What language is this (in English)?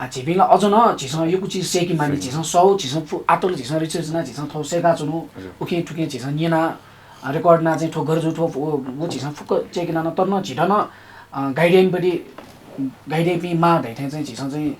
Newari